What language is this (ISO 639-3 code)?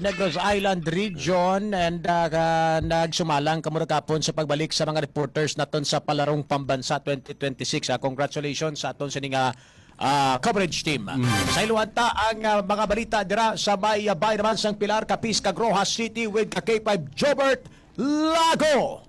hil